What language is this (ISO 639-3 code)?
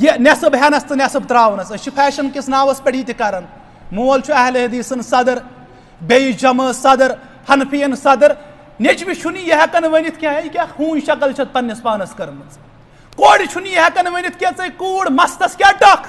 kas